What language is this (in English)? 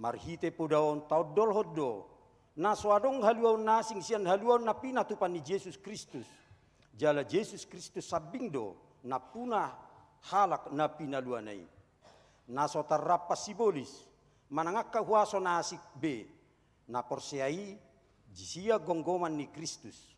Batak Toba